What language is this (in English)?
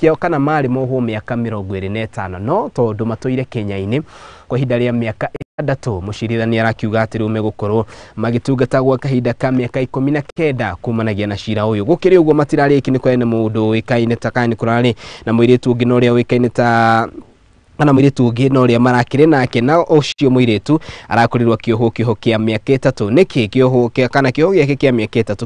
Kikuyu